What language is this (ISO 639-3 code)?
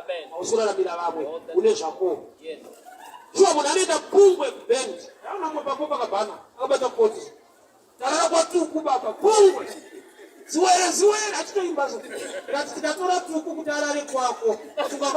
sna